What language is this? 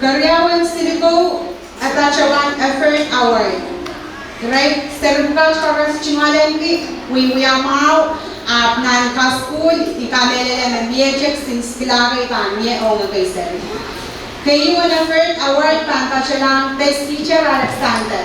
Pohnpeian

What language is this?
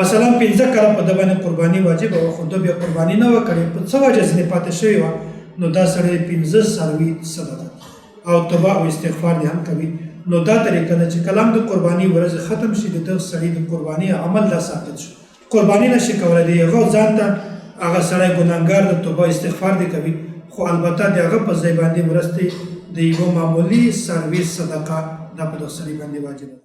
Pashto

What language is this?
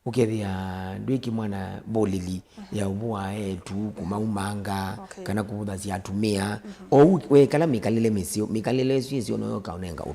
Kamba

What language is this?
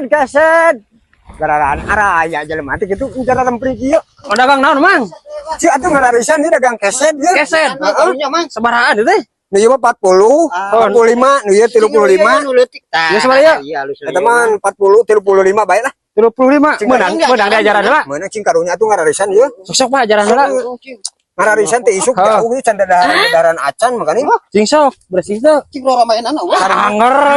Sundanese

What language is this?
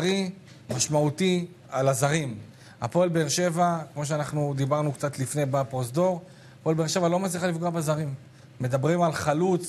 Hebrew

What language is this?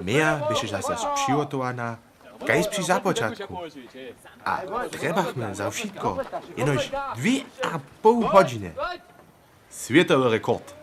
Upper Sorbian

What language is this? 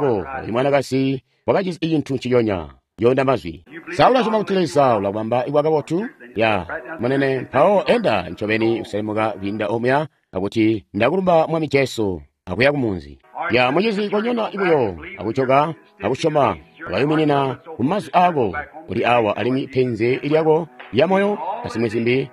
Tonga (Zambia)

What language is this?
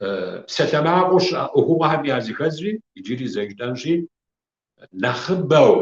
Kabardian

